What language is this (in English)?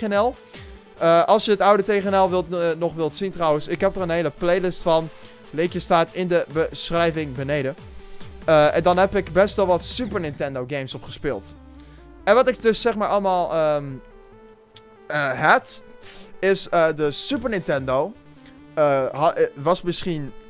Dutch